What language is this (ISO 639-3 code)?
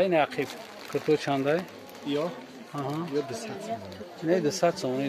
tgk